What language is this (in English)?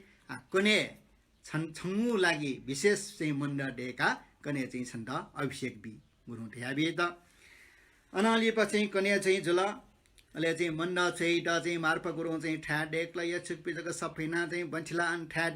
Newari